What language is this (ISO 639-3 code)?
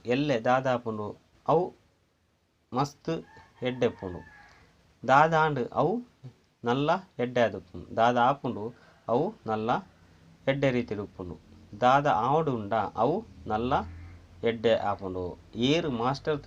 tcy